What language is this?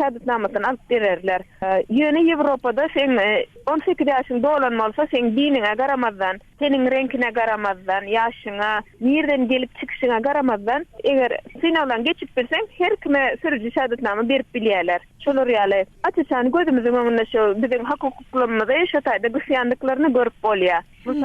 Turkmen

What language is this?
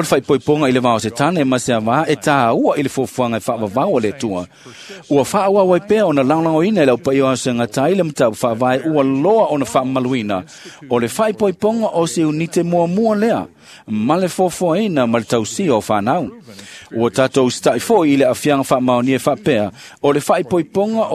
Samoan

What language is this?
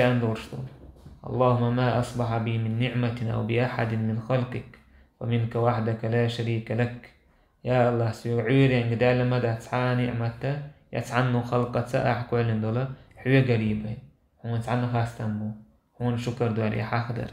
Chechen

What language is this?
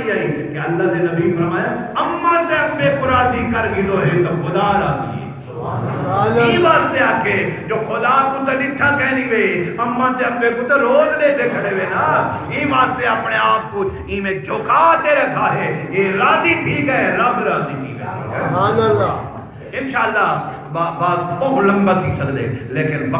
Saraiki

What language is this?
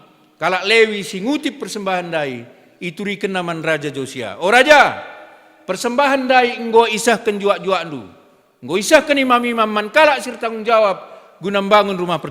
Batak Karo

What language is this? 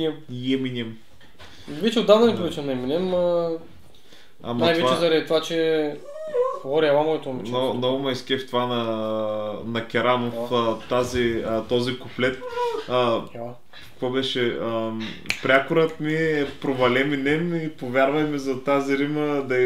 Bulgarian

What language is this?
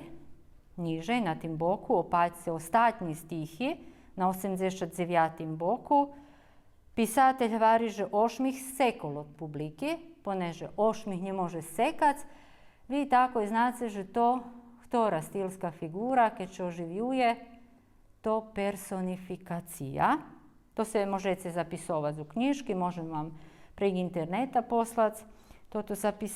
Rusyn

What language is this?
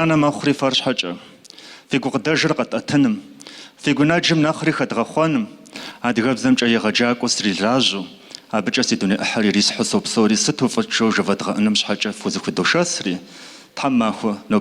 Kabardian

